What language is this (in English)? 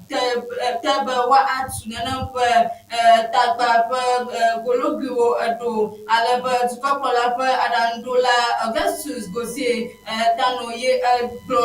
Ewe